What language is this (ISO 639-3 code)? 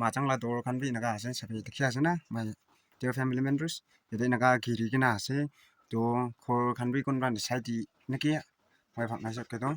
nag